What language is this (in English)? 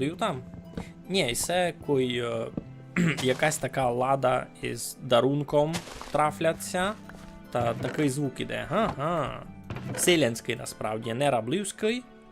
Rusyn